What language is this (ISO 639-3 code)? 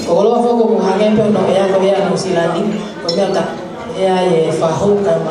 ton